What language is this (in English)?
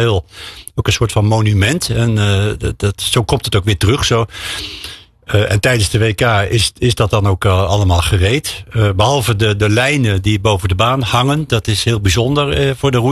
Dutch